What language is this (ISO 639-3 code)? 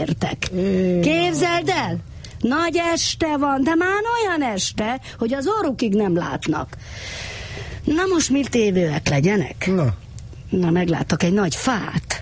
hun